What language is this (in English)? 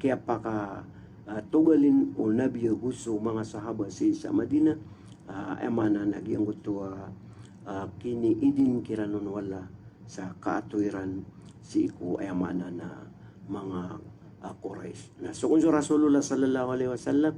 Maranao